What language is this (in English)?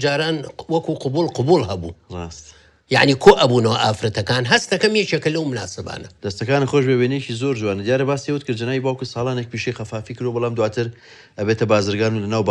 Central Kurdish